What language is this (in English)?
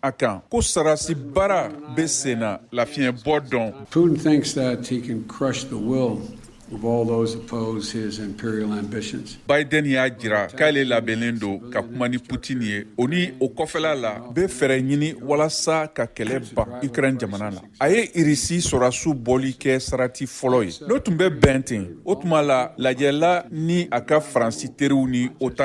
Bambara